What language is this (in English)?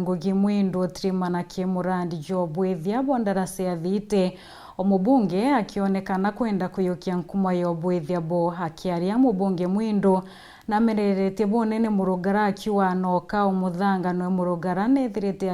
Meru